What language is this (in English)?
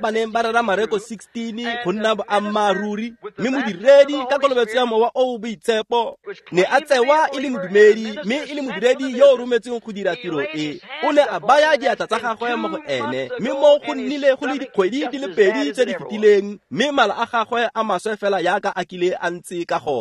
Tswana